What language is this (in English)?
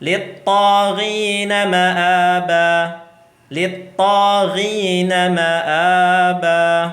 Tausug